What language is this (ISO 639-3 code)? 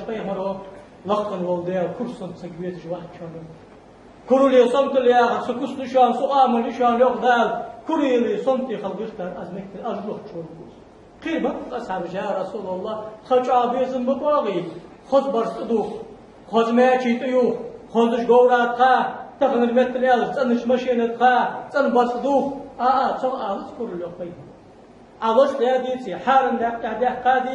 inh